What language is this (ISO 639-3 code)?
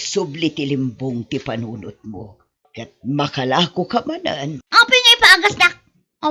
ilo